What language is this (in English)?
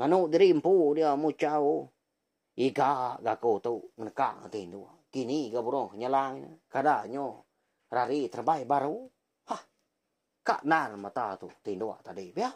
Iban